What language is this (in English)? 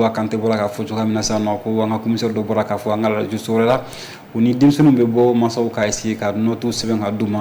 Bambara